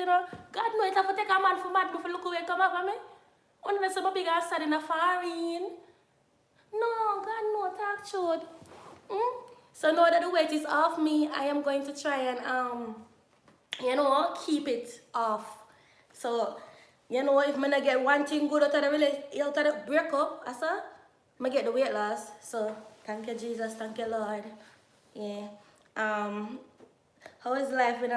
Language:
Jamaican Creole English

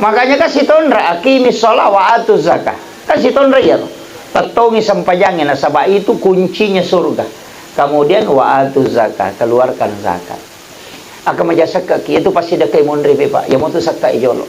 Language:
Buginese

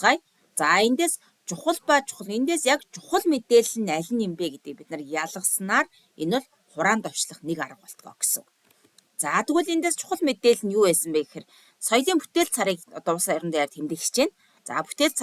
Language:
Mongolian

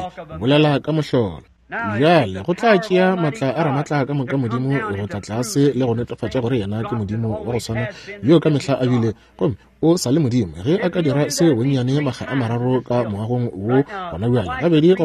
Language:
Northern Sotho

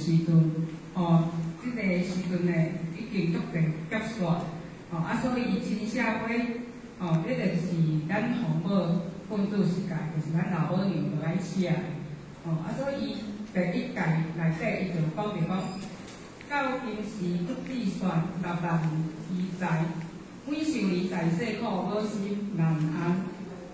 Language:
Min Nan Chinese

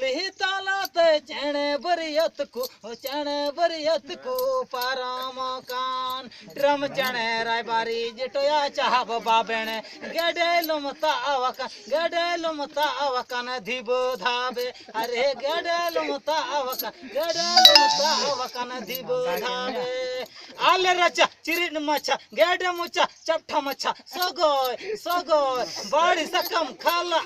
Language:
Santali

